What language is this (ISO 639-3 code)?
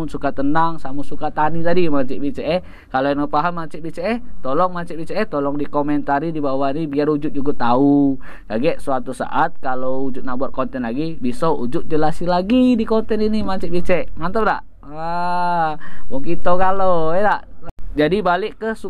mui